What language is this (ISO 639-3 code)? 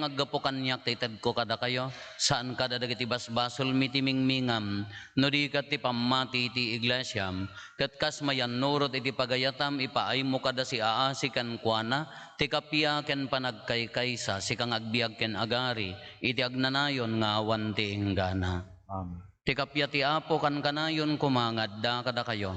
ilo